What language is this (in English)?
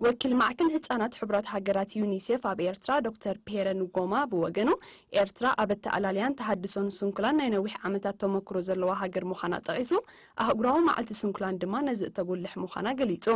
Tigrinya